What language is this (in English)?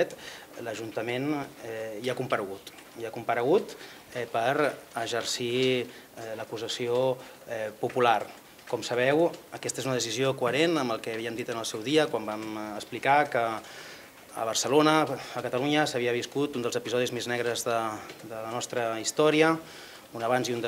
Catalan